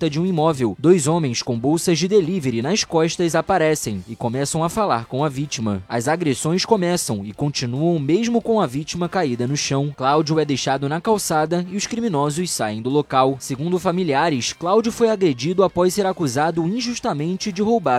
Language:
Portuguese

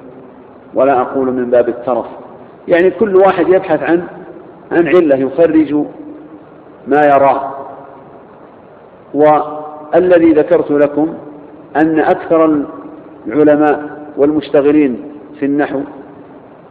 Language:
Arabic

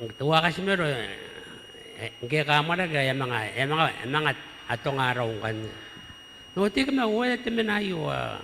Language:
Gilbertese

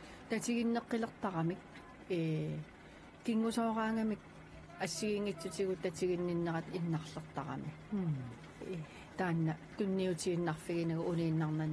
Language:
Kalaallisut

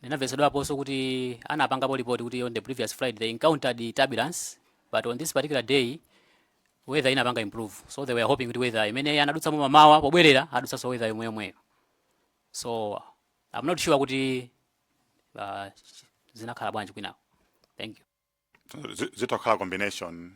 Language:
Nyanja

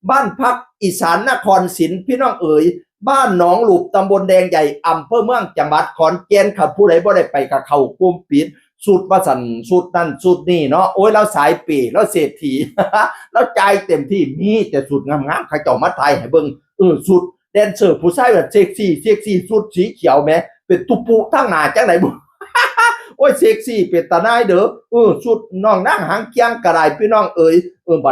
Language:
Northeastern Thai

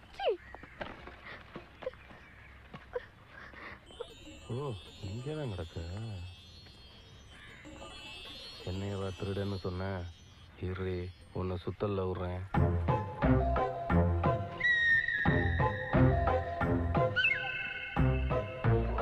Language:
Tamil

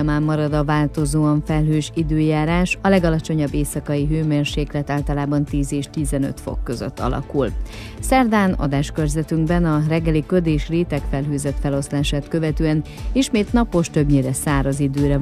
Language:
Hungarian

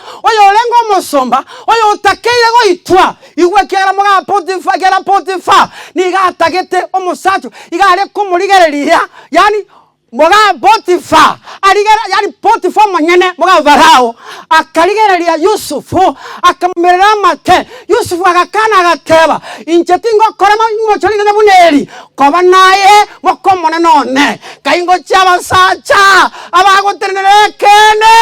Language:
Gusii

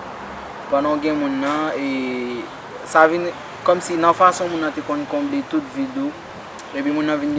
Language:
Haitian Creole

